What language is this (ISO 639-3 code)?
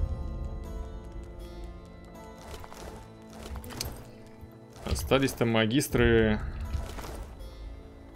rus